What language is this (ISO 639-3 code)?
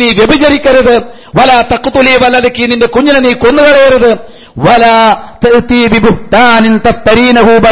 mal